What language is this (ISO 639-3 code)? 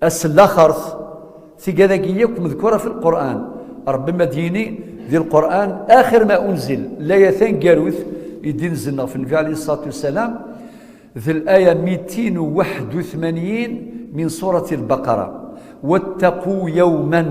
kab